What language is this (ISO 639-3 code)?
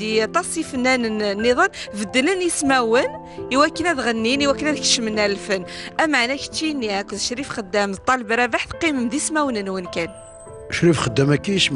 kab